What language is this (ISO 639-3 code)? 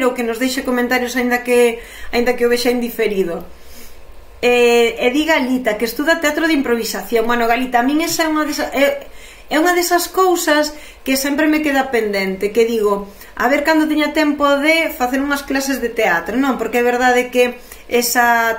glg